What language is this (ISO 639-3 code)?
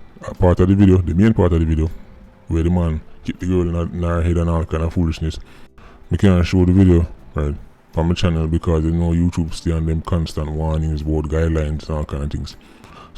jam